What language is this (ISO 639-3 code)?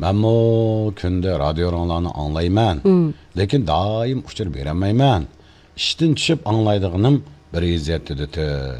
uig